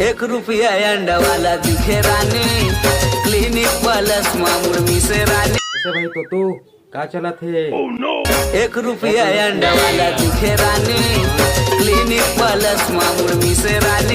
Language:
Chhattisgarhi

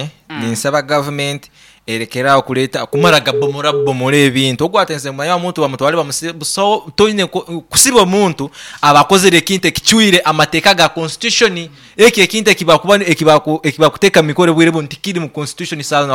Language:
Nyankole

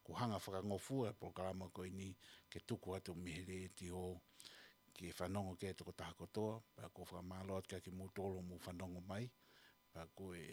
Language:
Tongan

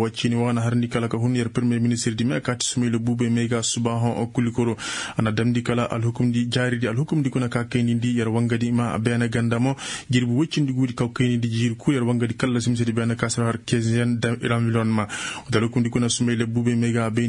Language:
Koyraboro Senni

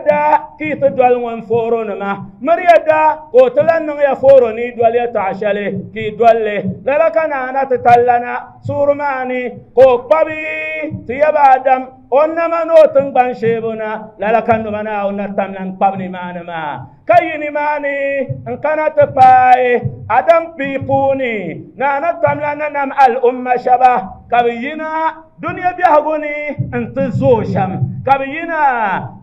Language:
Dagbani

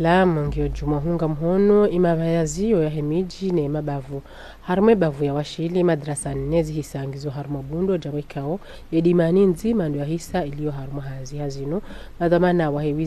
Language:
Ngazidja Comorian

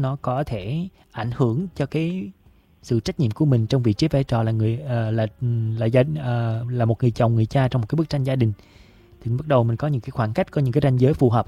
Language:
Vietnamese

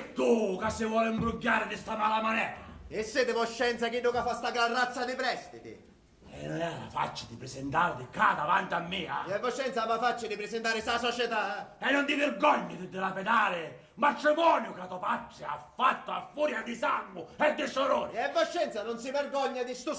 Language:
Sicilian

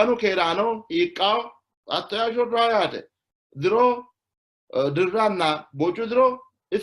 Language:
Sidamo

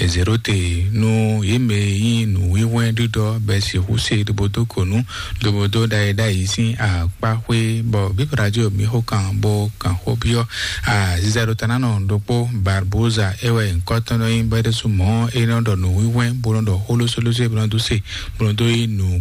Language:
Fon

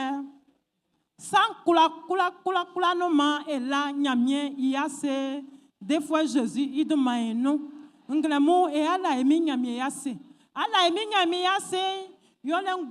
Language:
Baoulé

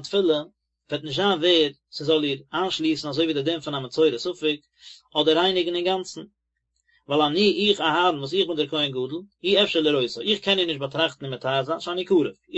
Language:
Yiddish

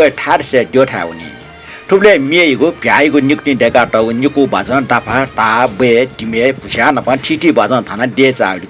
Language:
Newari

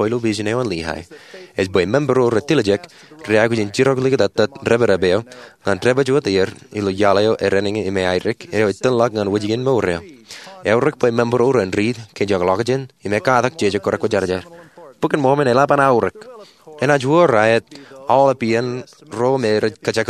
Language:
Marshallese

